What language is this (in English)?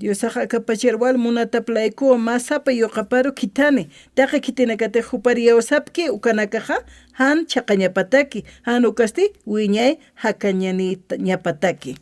Aymara